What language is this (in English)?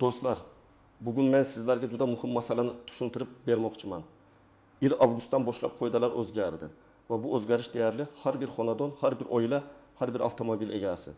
Uzbek